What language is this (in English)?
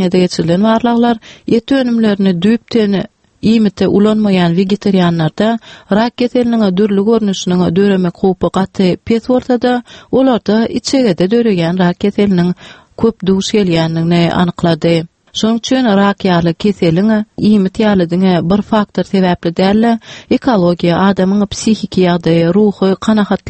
Turkmen